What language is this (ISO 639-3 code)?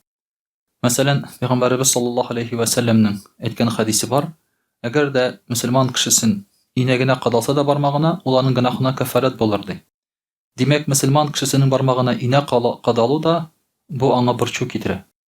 tat